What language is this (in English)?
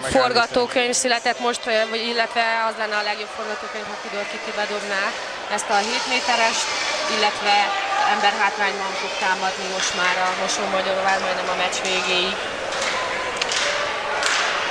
Hungarian